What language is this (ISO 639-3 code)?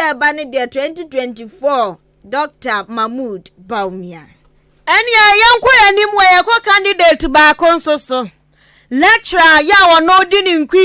aka